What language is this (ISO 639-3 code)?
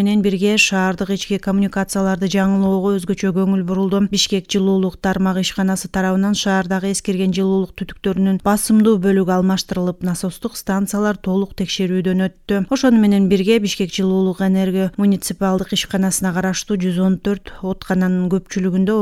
kir